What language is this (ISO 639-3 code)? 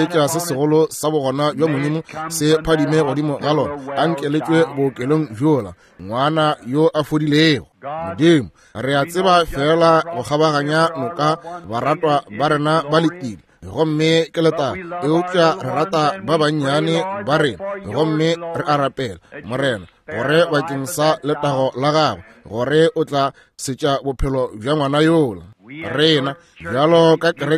nso